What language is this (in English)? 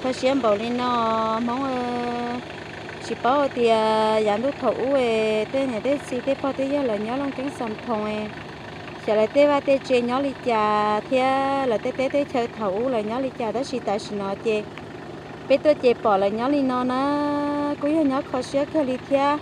Hmong